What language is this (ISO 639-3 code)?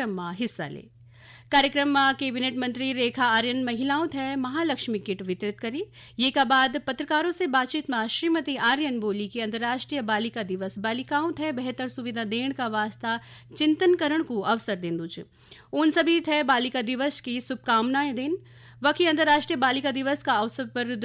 gbm